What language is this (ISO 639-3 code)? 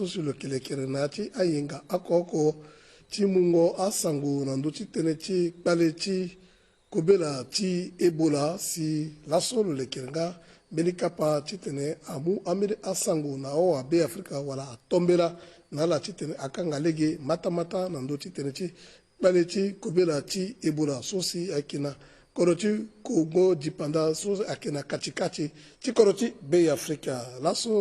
sag